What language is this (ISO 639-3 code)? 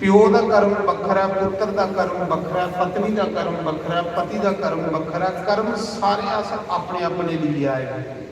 doi